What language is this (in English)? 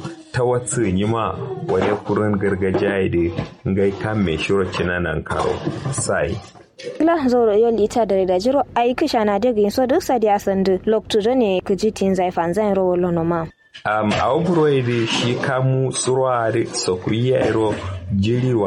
Kanuri